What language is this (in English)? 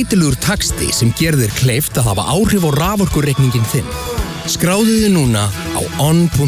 Icelandic